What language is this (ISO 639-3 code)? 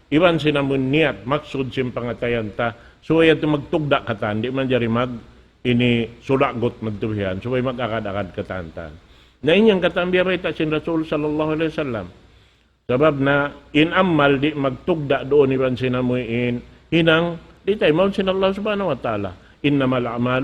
tsg